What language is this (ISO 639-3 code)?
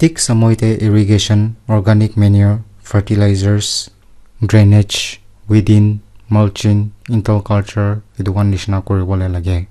nag